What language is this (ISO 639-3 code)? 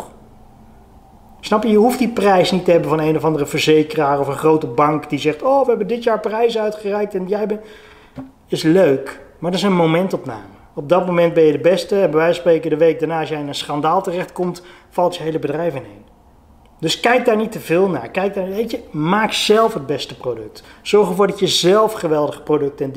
nld